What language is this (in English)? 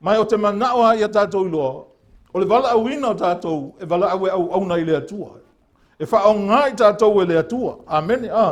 Samoan